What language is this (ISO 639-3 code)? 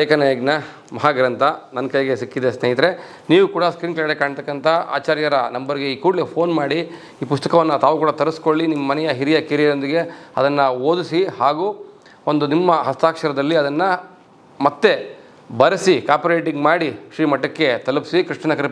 kan